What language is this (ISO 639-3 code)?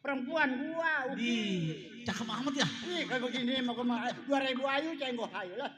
bew